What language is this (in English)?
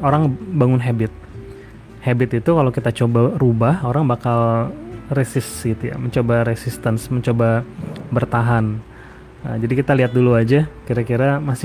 Indonesian